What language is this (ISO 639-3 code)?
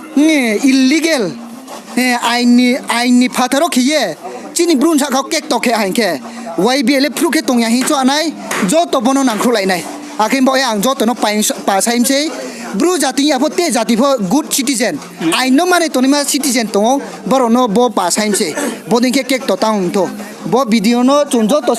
ria